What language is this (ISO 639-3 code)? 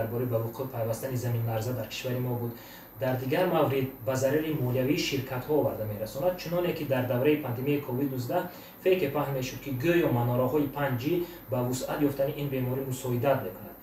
tgk